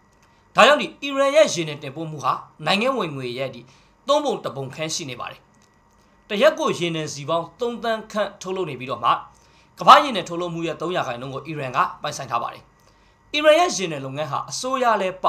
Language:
Burmese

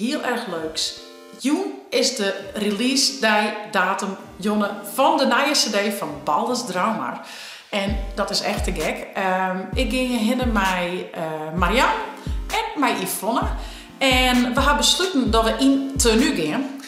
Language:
Western Frisian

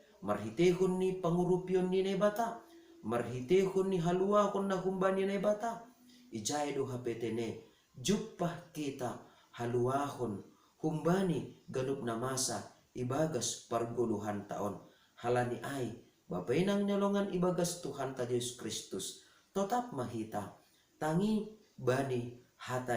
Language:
Batak Simalungun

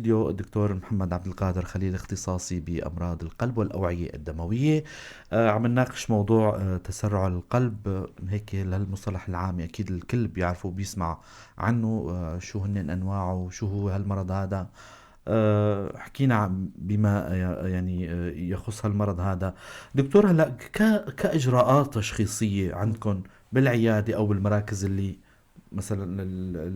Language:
North Levantine Arabic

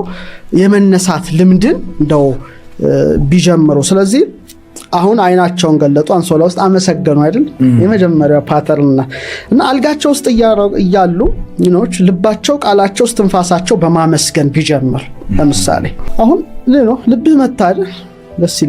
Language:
Amharic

